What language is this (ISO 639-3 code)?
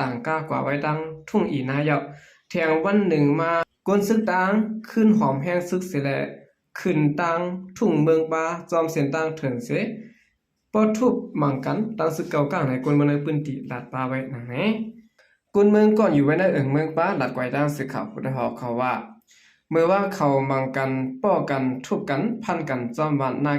shn